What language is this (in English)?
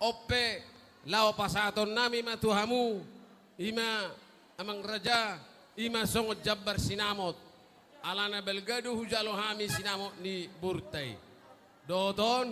Batak Toba